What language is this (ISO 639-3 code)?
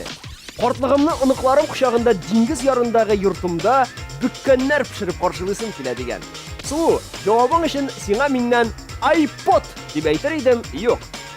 tat